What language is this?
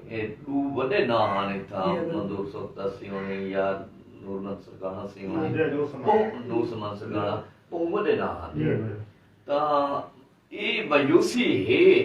Saraiki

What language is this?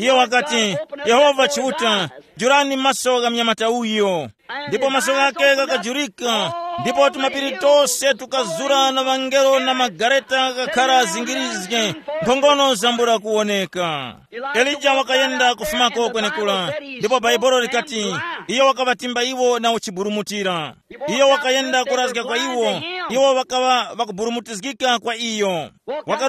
Tumbuka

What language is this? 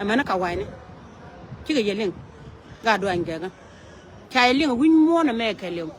Nuer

